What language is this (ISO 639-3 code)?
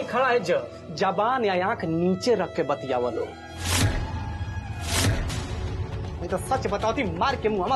bho